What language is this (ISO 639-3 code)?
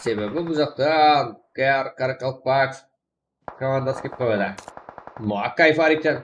kaa